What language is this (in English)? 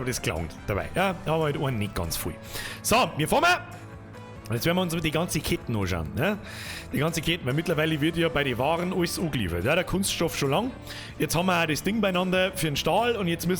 Bavarian